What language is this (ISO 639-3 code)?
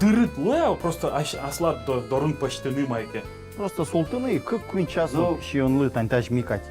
udm